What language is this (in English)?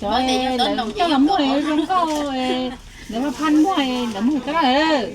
Hmong